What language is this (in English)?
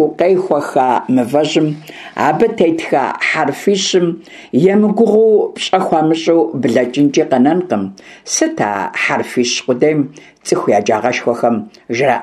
Kabardian